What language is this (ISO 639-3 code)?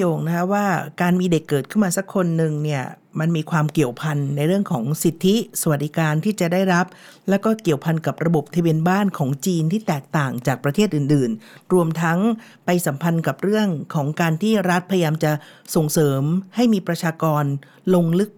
tha